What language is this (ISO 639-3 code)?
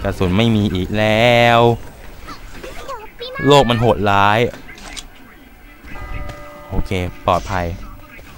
tha